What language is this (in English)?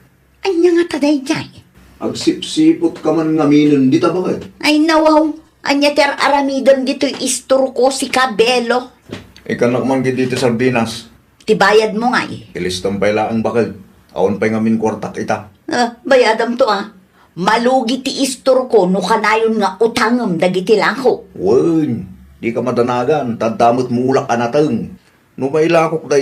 Iloko